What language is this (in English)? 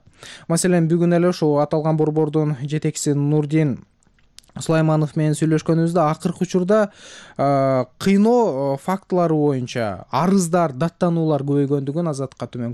Kyrgyz